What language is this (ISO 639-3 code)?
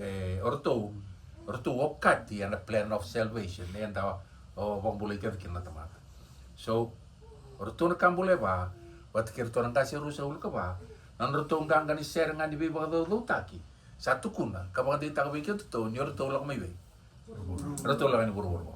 fij